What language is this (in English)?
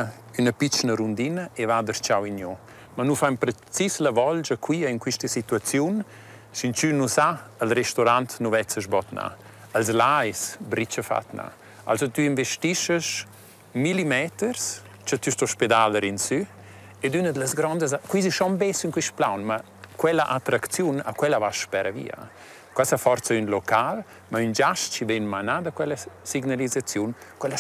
Romansh